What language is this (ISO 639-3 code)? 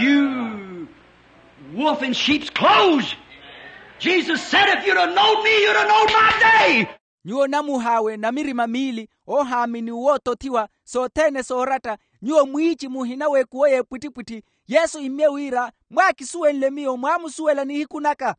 vmw